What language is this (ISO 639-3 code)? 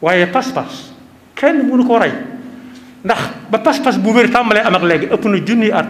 wol